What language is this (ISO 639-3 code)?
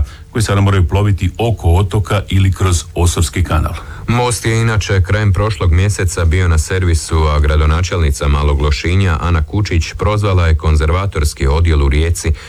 hrv